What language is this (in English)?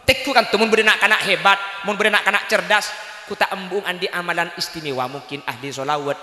Madurese